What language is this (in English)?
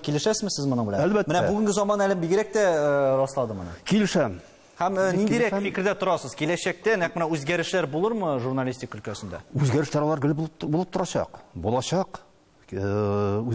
Tatar